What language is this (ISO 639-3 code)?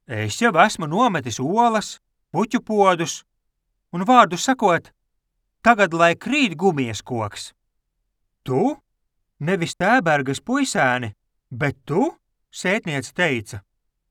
lav